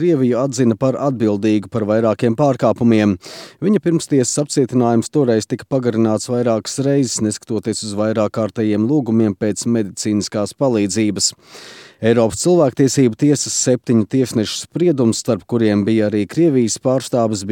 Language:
Latvian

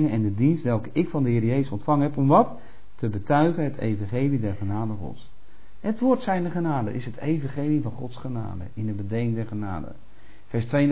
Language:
Dutch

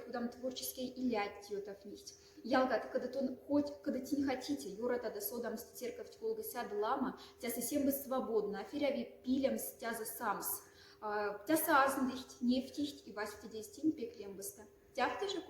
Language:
Moksha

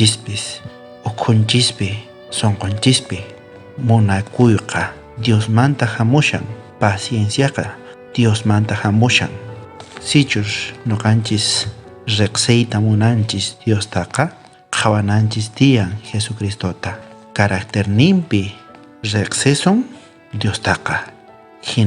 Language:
South Bolivian Quechua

